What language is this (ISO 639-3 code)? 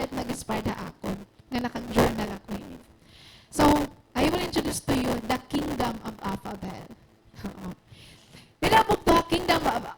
war